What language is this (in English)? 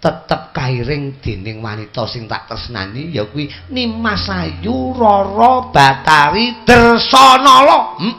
Javanese